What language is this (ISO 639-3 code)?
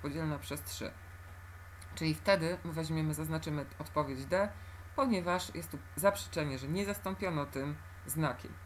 pol